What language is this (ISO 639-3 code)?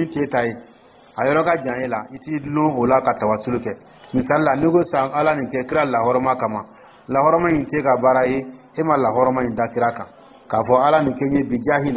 dyu